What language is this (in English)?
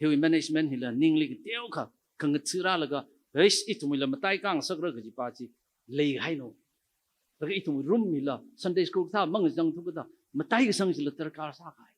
Tangkhul Naga (India)